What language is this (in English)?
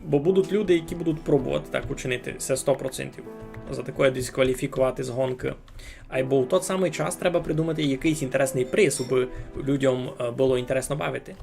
Rusyn